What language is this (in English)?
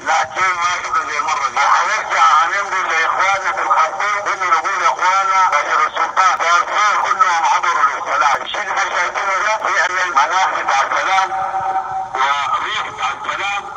Sudanese Arabic